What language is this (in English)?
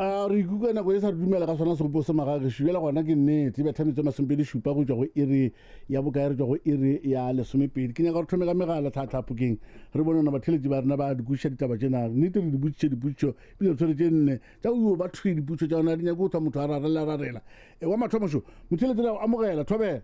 Northern Sotho